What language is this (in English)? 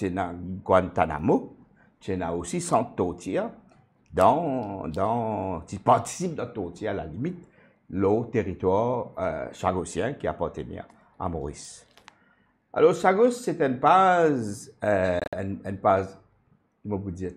Morisyen